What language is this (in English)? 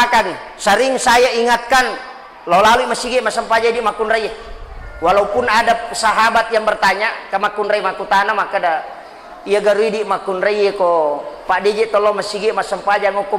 Buginese